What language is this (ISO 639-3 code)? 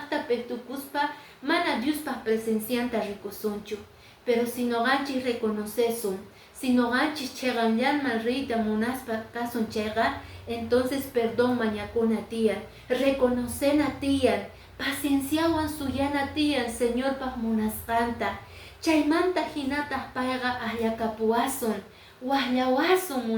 que